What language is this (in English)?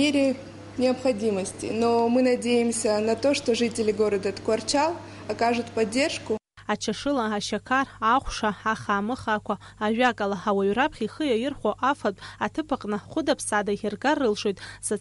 Abkhazian